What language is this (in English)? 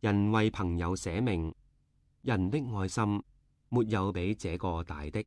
Cantonese